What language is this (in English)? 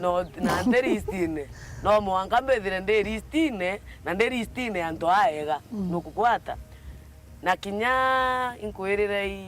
Meru